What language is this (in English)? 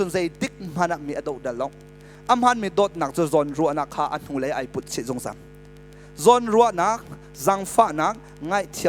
Hakha Chin